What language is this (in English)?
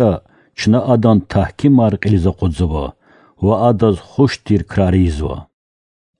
Lezghian